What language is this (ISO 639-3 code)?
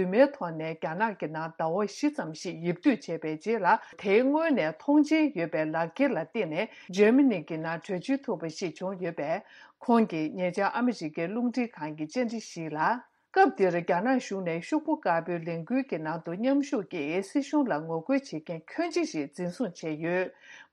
bod